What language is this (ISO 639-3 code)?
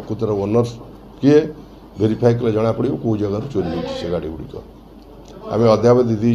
ori